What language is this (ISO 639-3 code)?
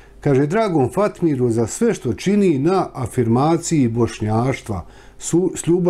bos